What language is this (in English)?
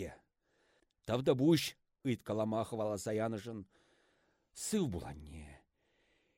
Chuvash